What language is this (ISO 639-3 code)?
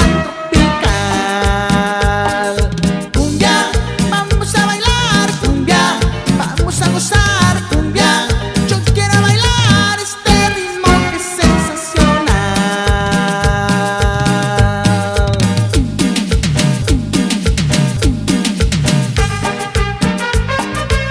spa